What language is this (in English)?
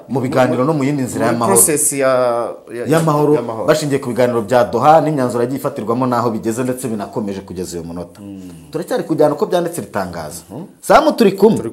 Kinyarwanda